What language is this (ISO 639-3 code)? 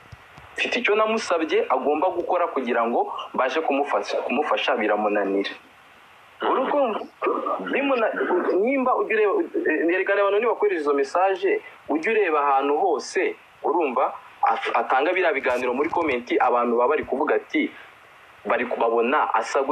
kin